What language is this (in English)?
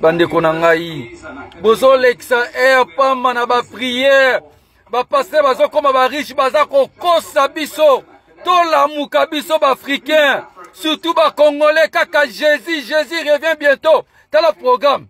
Lingala